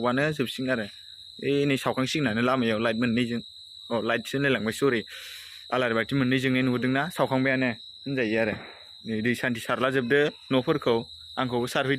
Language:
Bodo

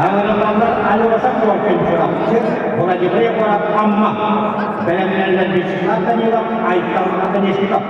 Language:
Yakut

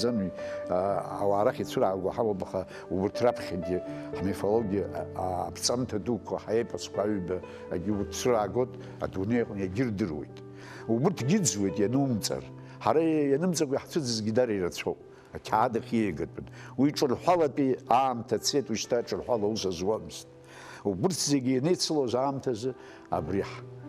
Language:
Abkhazian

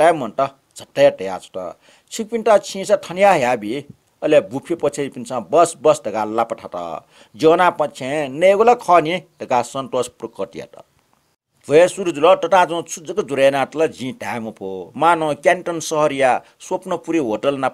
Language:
Newari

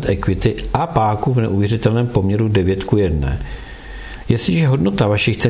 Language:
Czech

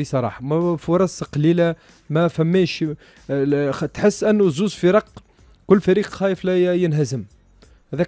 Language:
Tunisian Arabic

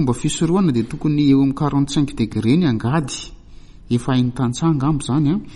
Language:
Malagasy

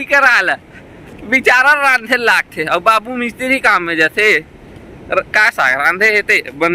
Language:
Chhattisgarhi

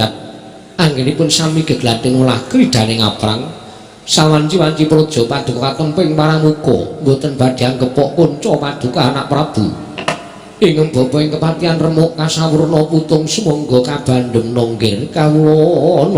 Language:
Javanese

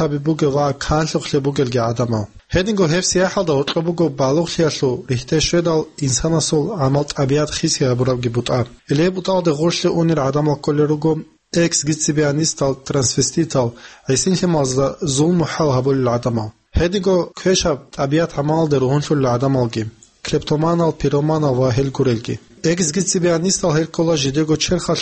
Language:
Avaric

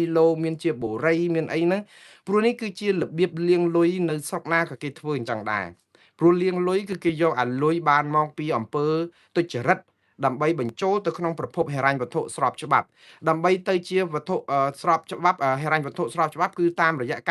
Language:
Khmer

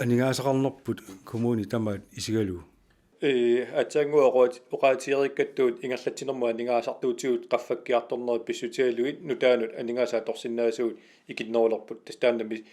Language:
Kalaallisut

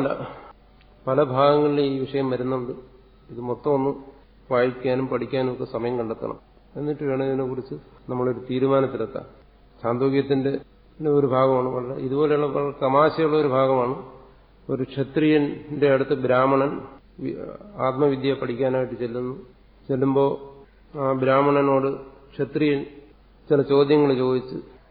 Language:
Malayalam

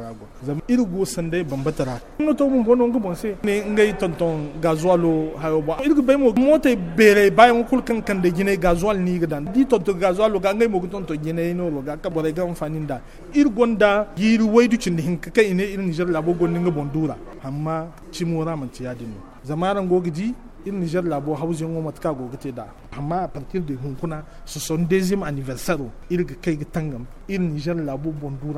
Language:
Zarma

